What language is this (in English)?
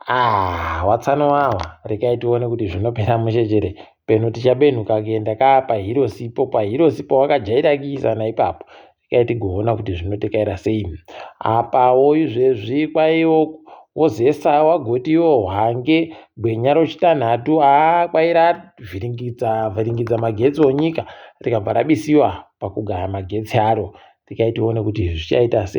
Ndau